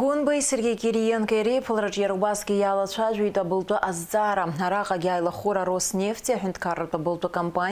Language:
Abkhazian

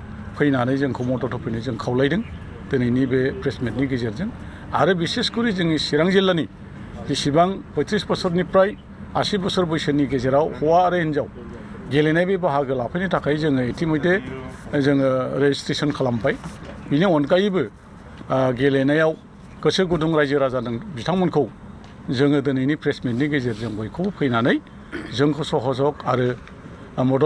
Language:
Bodo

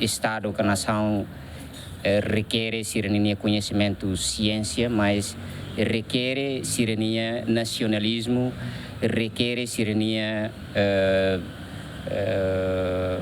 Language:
Tetum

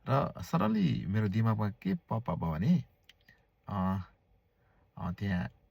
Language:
Nepali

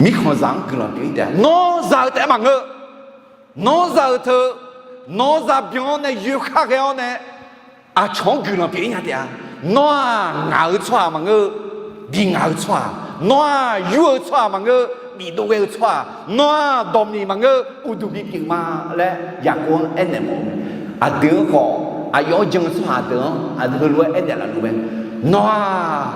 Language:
Akha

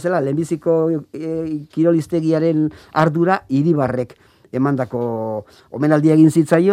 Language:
Basque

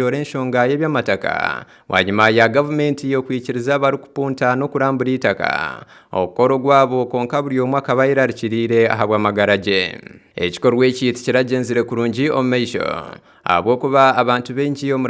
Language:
Nyankole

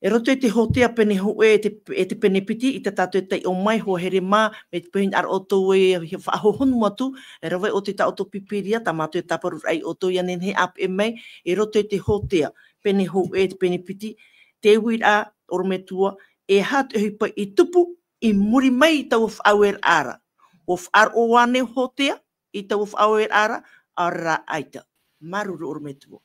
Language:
Tahitian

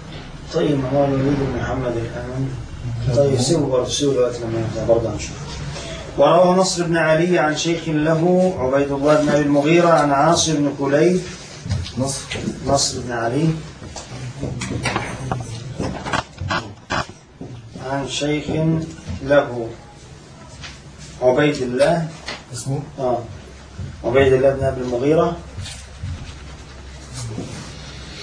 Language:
Arabic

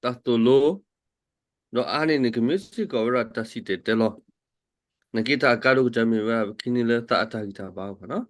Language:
S'gaw Karen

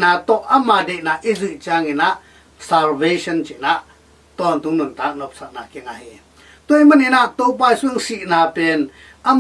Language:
Tedim Chin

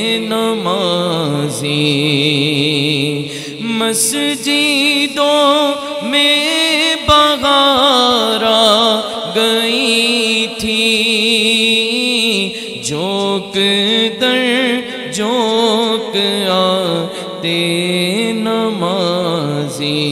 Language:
Urdu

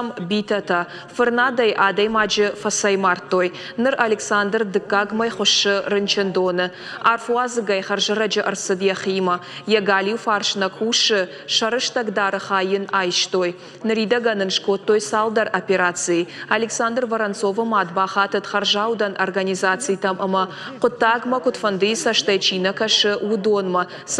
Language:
Ossetic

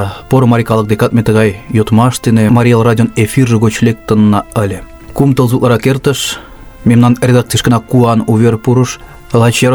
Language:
Mari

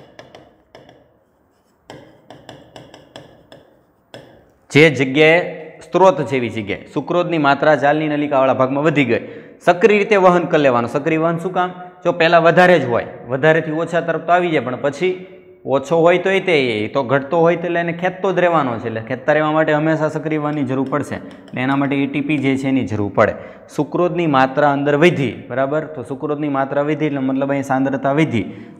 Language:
Gujarati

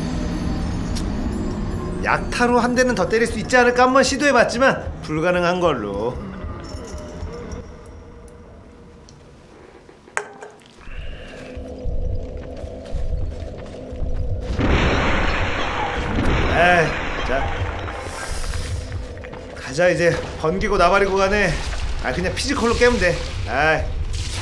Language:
Korean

